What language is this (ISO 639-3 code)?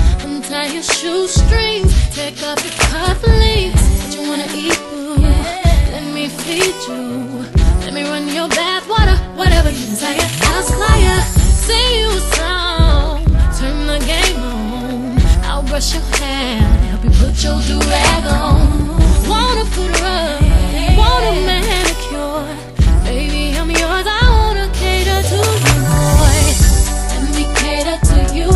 eng